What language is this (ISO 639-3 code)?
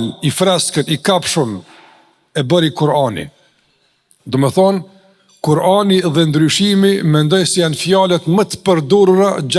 sqi